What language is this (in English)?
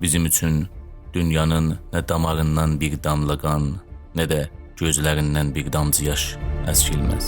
South Azerbaijani